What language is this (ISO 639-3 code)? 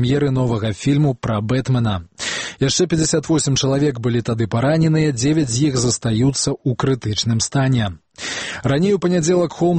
bel